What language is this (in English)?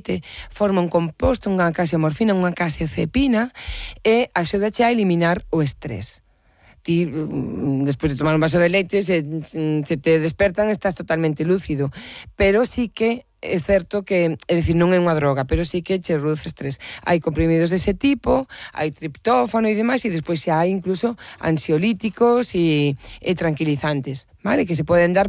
Galician